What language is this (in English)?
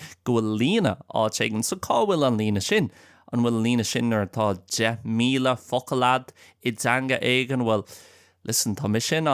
Irish